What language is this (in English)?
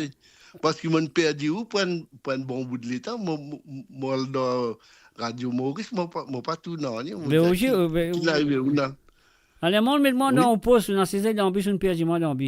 Morisyen